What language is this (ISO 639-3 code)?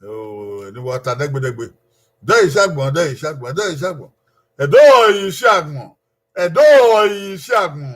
bin